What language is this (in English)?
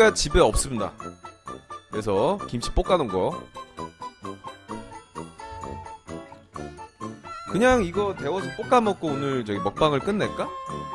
Korean